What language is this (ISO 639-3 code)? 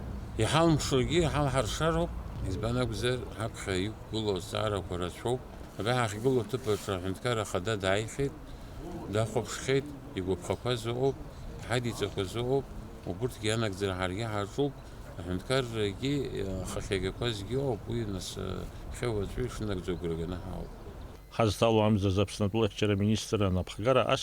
abk